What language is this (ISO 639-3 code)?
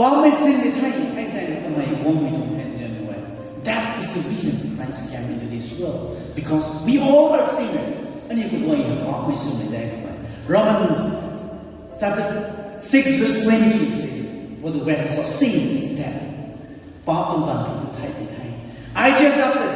nbu